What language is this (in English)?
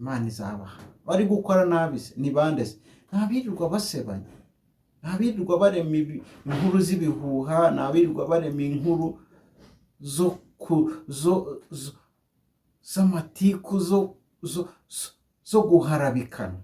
Kinyarwanda